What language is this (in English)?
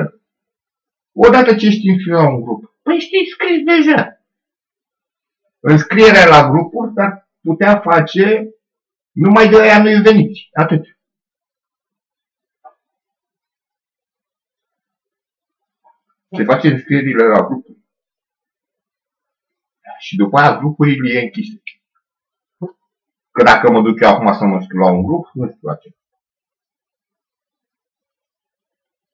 Romanian